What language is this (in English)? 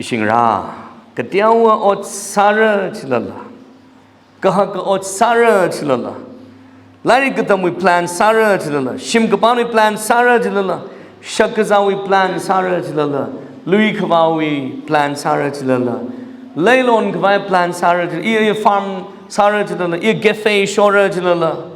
Tangkhul Naga (India)